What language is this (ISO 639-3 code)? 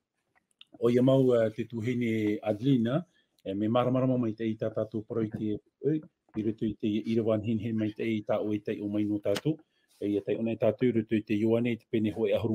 tah